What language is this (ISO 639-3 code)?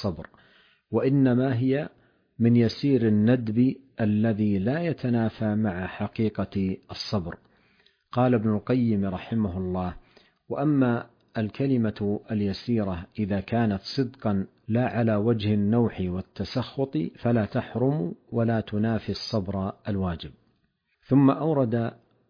ara